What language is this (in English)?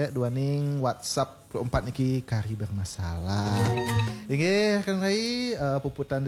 Balinese